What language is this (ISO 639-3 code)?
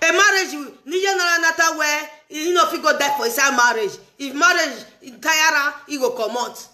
pcm